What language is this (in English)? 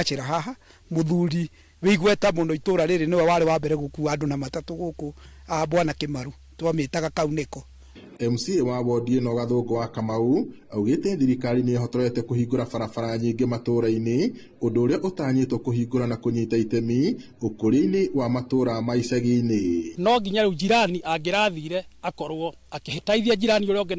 Kikuyu